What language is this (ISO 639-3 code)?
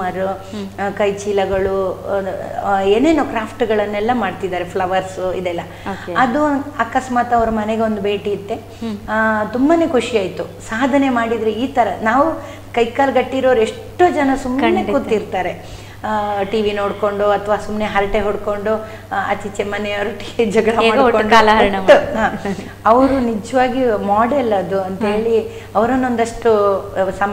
kan